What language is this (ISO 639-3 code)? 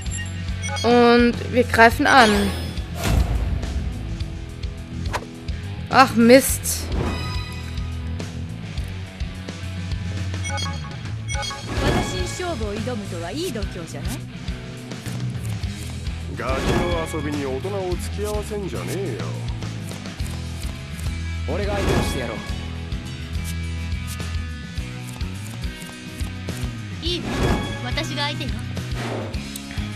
deu